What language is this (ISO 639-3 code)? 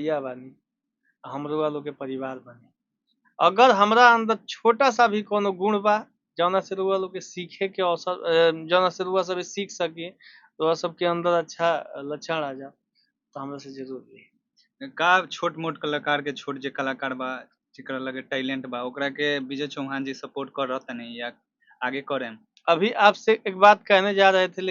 bho